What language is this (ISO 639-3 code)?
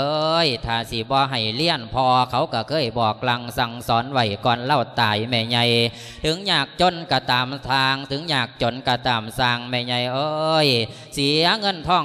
lao